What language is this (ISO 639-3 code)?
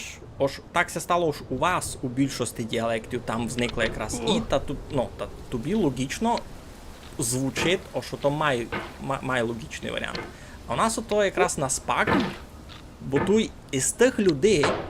rue